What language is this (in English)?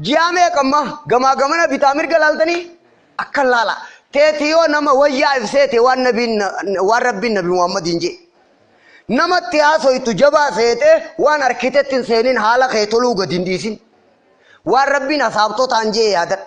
Oromo